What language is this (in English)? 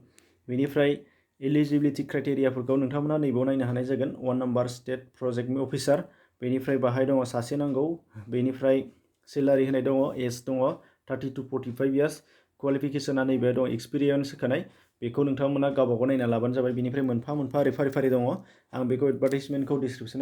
Bodo